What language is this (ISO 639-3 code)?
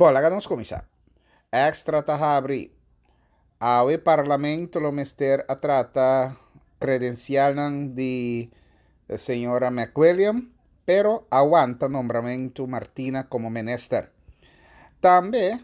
pap